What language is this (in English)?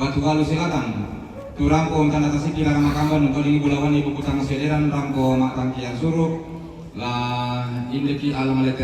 Toraja-Sa'dan